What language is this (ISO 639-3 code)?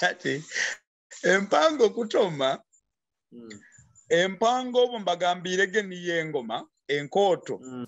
nyo